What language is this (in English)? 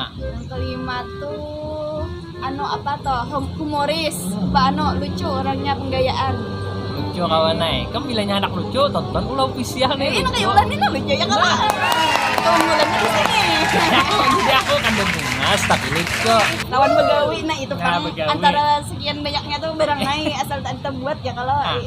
Banjar